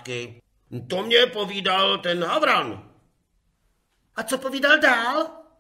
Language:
Czech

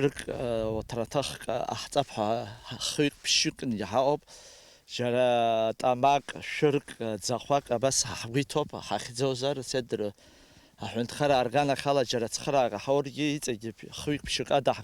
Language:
Abkhazian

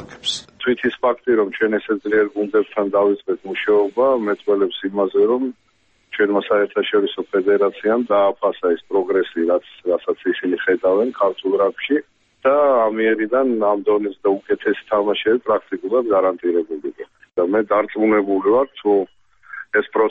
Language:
Georgian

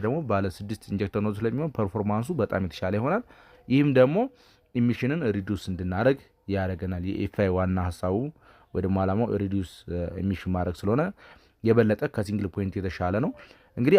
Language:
Amharic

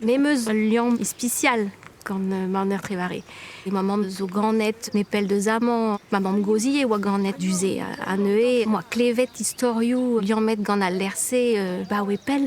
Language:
Breton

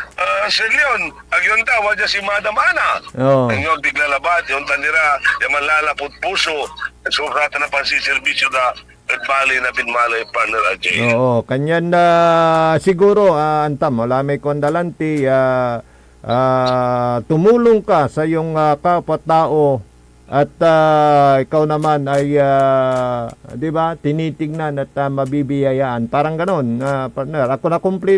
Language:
Pangasinan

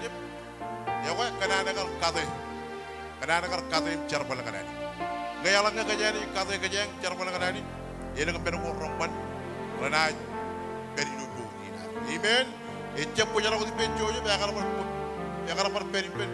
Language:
Marshallese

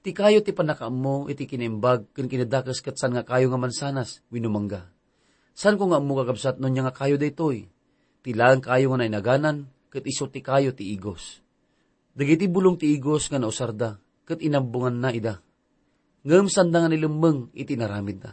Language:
Iloko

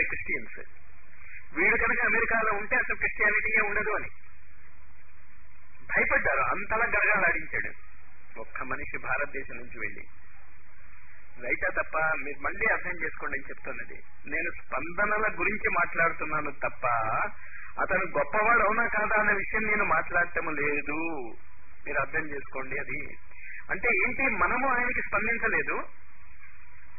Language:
Telugu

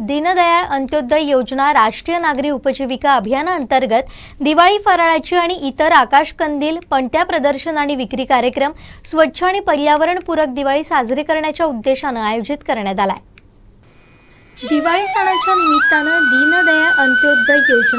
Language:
Marathi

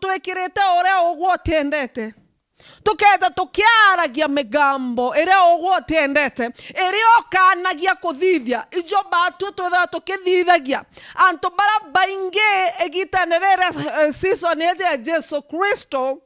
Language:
Meru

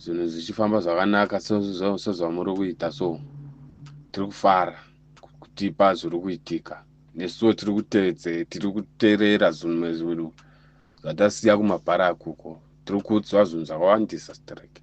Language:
Shona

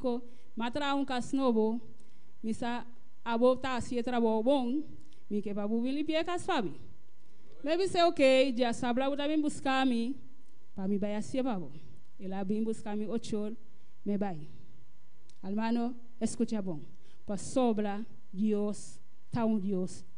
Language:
Papiamento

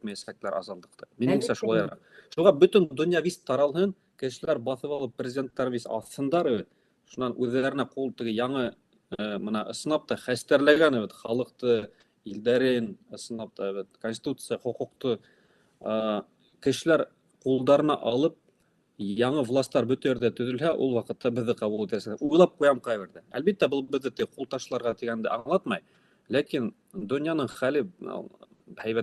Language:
Bashkir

